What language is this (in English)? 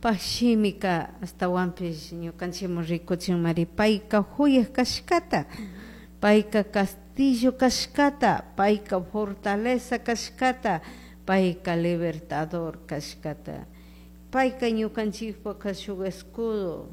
Chimborazo Highland Quichua